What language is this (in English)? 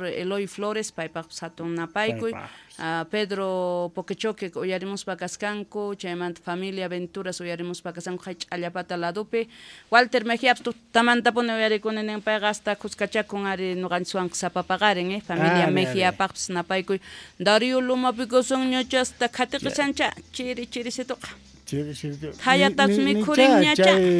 South Bolivian Quechua